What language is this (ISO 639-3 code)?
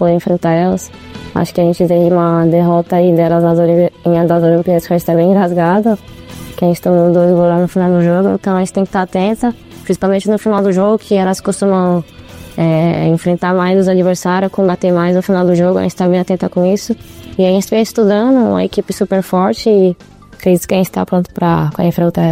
por